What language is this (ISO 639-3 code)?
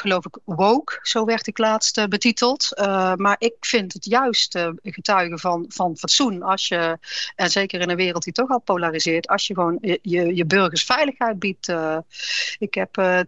nld